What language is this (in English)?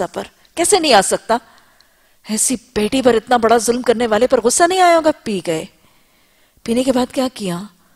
Urdu